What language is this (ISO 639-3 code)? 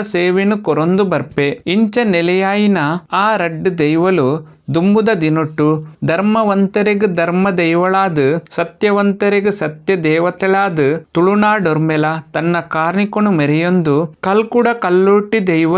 tcy